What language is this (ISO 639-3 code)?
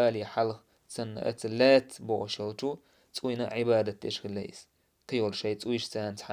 che